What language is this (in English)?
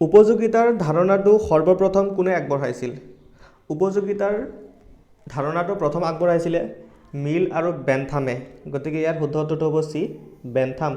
Assamese